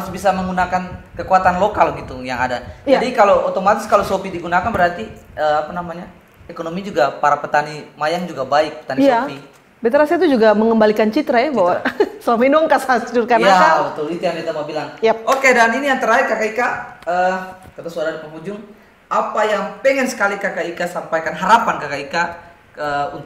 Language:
Ambonese Malay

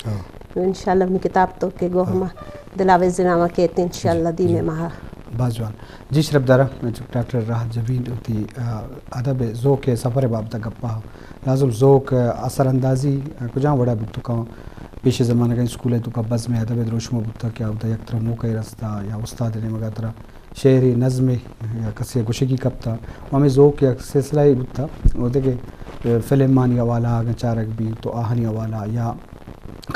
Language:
Eastern Balochi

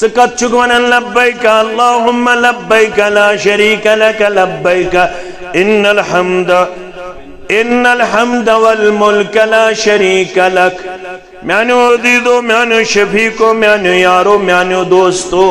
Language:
Kashmiri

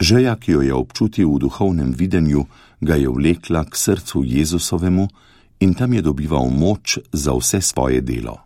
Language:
Slovenian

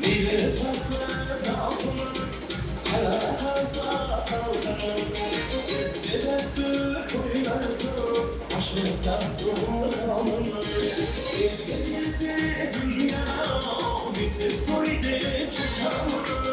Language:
Kara-Kalpak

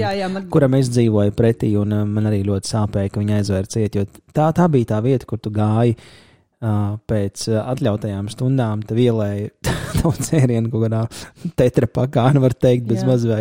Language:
Latvian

